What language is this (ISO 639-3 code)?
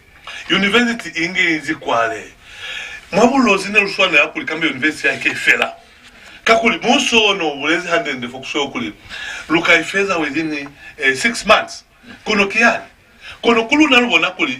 loz